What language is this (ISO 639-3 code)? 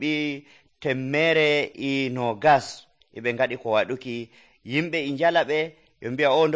fuv